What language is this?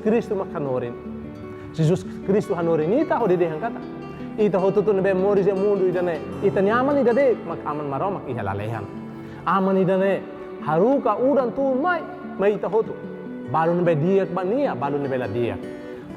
Tetum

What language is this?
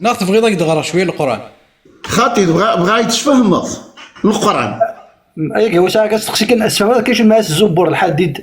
Kabyle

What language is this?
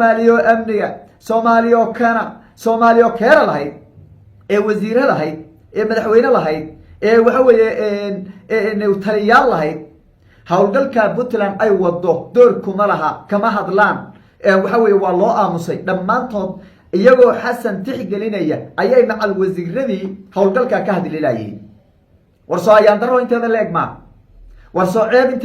Somali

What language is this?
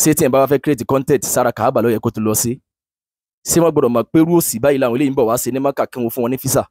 Yoruba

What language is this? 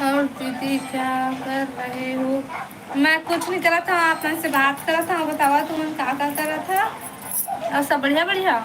Chhattisgarhi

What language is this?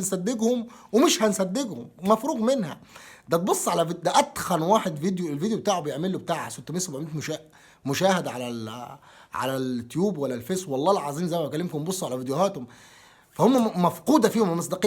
Egyptian Arabic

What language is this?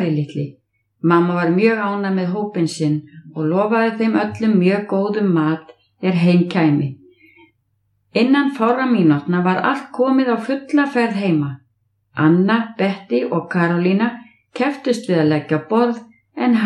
Icelandic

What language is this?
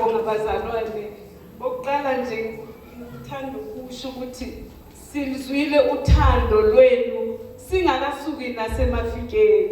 Zulu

